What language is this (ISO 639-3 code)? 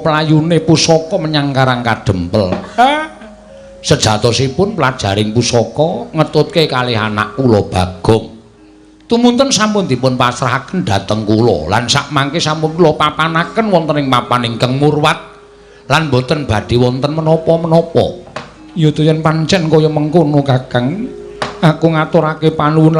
jav